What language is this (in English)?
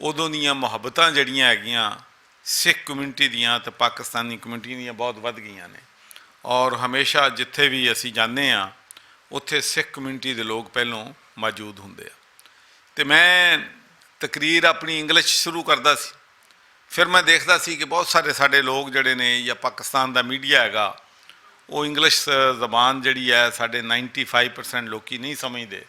Western Panjabi